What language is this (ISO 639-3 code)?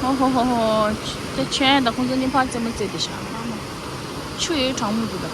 bod